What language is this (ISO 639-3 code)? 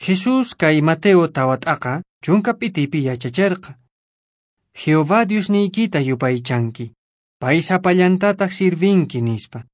que